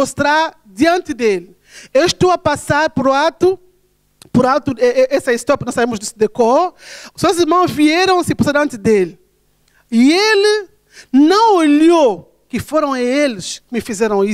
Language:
Portuguese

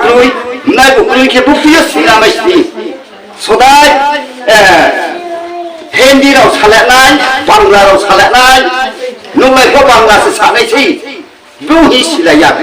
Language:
Riang (India)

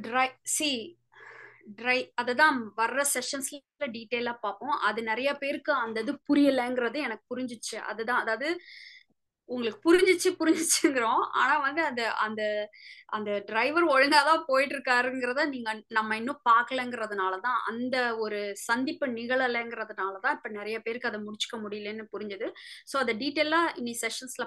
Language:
Tamil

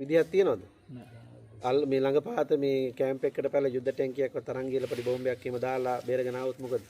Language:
Sinhala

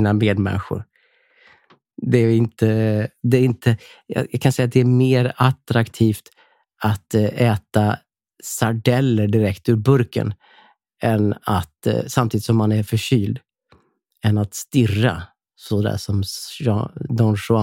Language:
Swedish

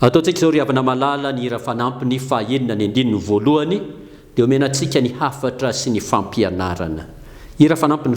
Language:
Malagasy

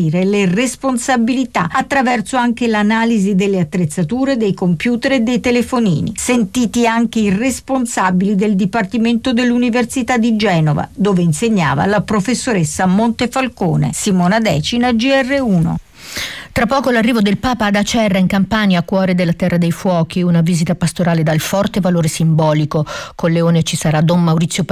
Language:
Italian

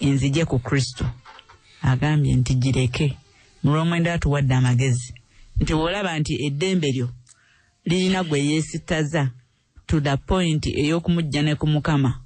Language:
Ganda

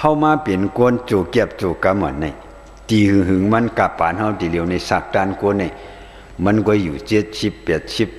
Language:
Shan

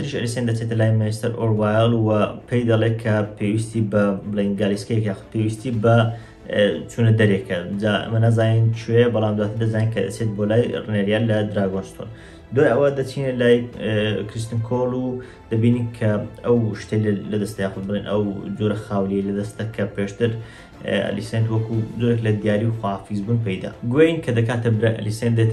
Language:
Central Kurdish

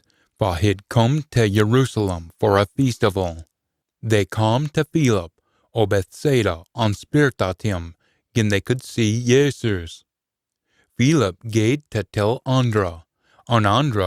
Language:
Scots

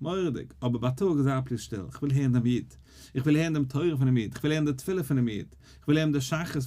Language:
Yiddish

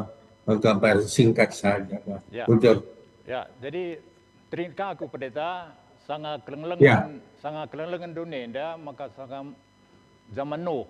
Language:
Batak Karo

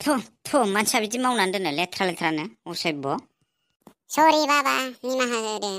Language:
Bodo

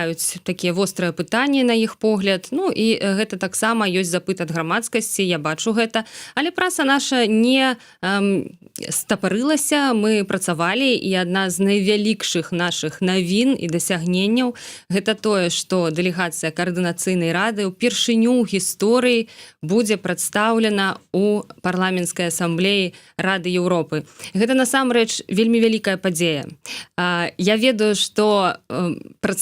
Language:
Belarusian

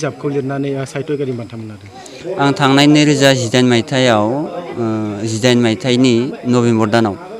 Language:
Bodo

